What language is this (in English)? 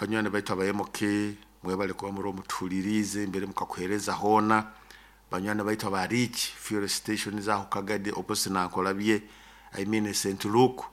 Nyoro